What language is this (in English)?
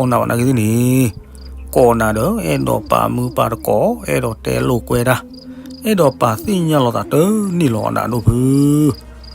S'gaw Karen